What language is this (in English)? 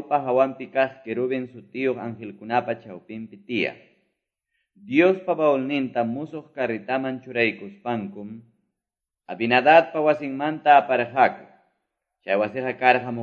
Quechua